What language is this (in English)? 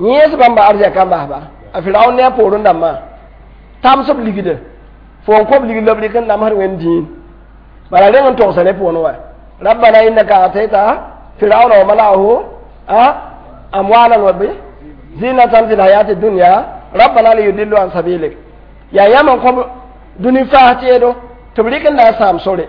Mossi